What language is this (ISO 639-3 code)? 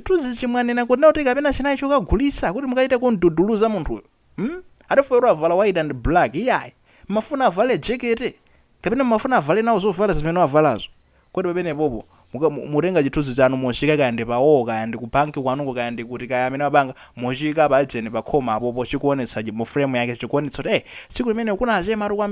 nya